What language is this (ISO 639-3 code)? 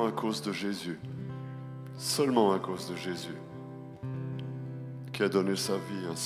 fra